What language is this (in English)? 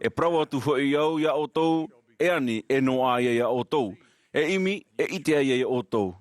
Tahitian